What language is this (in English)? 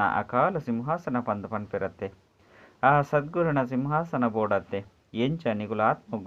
Tulu